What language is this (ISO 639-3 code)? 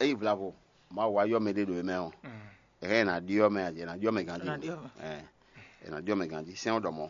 fon